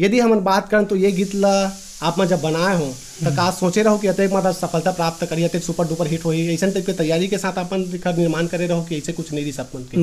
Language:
Chhattisgarhi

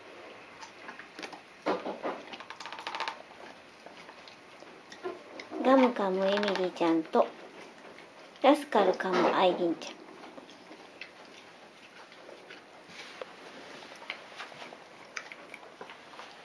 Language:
Japanese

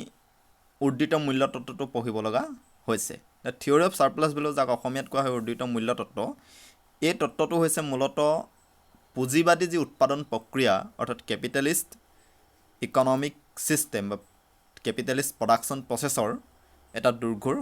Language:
Assamese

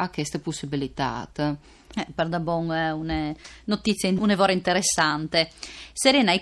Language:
Friulian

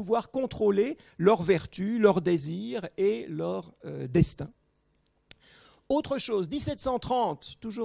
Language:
French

